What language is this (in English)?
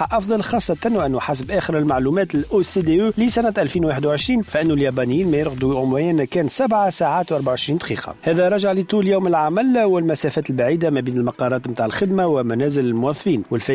Tunisian Arabic